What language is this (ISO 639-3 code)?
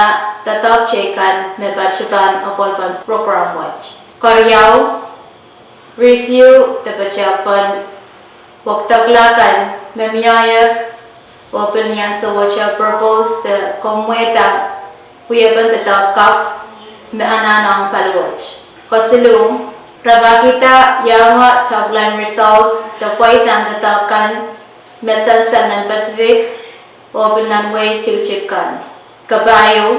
pon